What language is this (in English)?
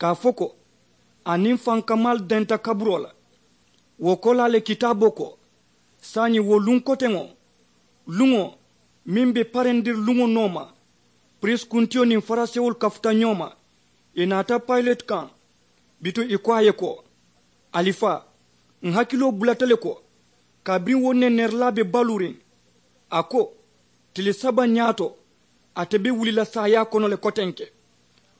Mandingo